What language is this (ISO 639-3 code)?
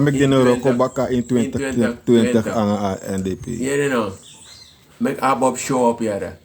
srn